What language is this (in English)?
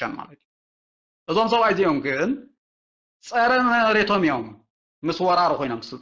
Tigrinya